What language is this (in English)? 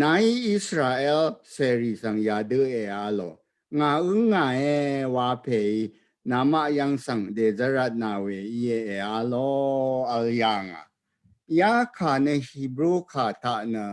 Rawang